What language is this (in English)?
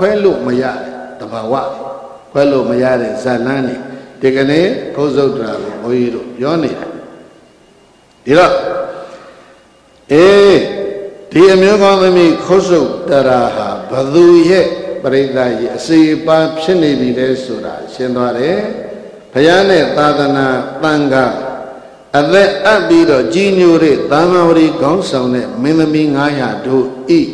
Burmese